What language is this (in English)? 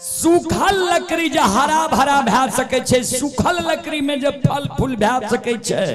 Maithili